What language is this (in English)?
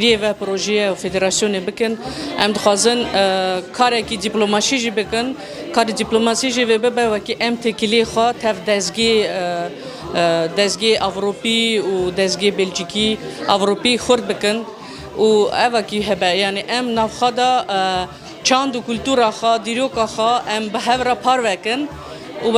Kurdish